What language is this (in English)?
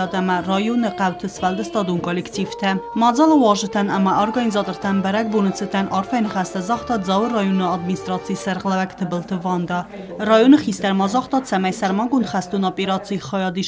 Ossetic